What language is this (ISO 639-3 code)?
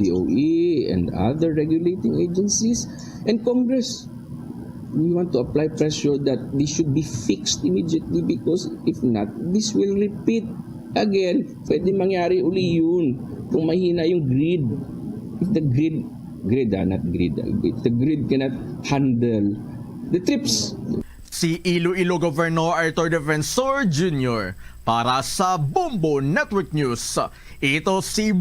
hil